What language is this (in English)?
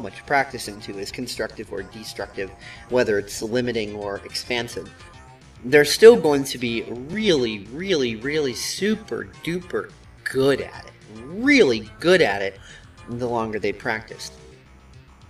English